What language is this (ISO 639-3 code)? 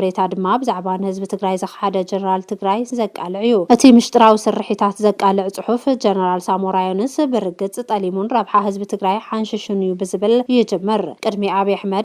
tir